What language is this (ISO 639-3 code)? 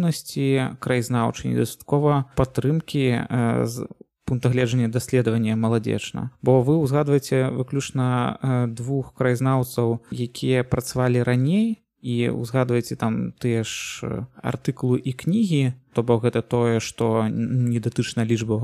bel